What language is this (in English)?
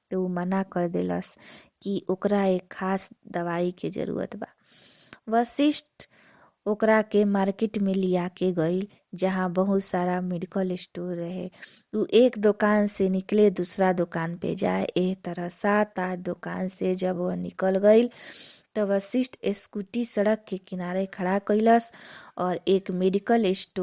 Bhojpuri